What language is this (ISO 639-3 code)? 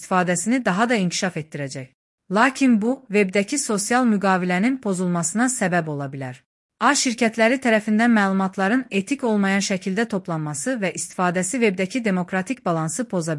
aze